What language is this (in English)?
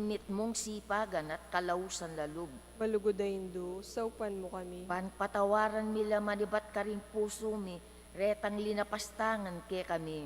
Pampanga